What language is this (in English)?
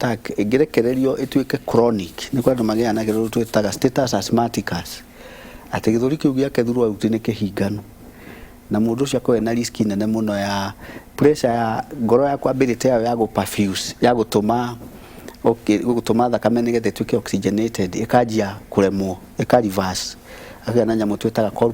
Kikuyu